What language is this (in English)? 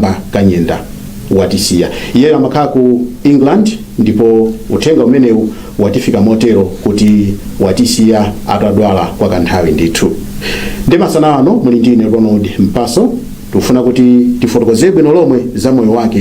Nyanja